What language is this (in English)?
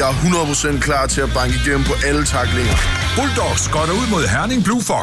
Danish